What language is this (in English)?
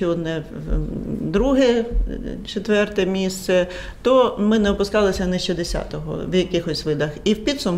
Ukrainian